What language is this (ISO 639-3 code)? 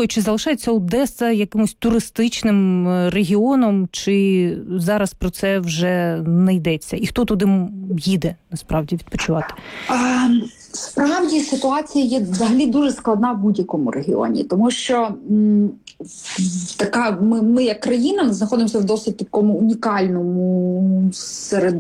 ukr